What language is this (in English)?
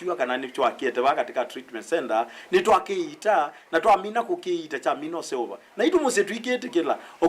Kamba